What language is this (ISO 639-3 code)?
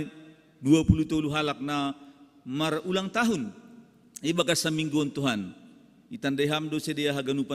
bts